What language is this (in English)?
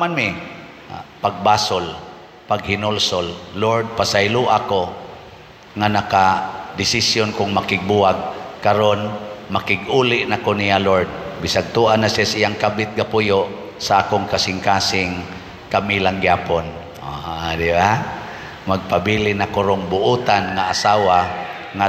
Cebuano